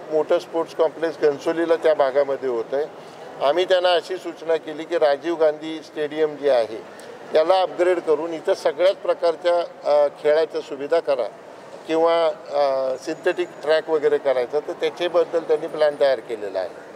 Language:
Marathi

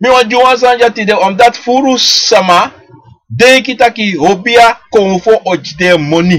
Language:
Sranan Tongo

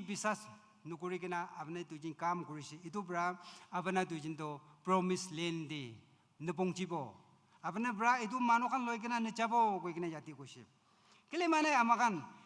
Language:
Naga Pidgin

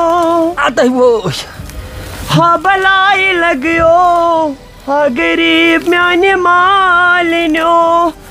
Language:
Kashmiri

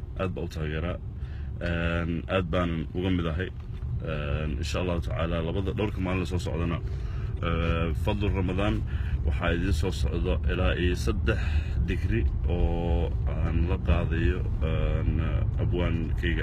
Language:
Somali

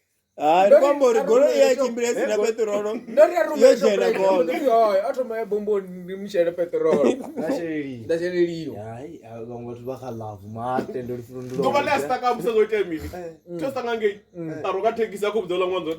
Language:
Venda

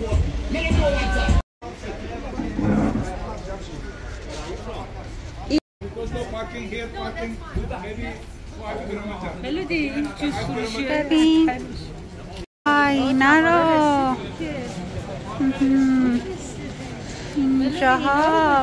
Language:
Persian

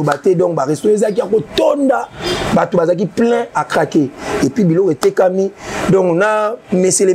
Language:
Lingala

